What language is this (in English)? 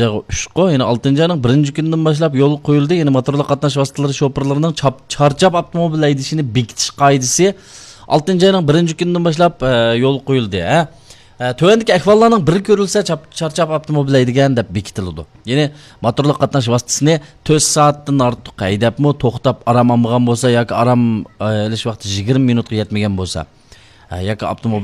Uyghur